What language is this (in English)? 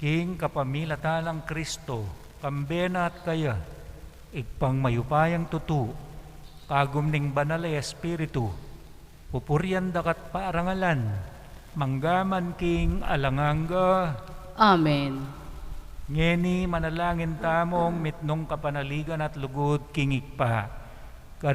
Pampanga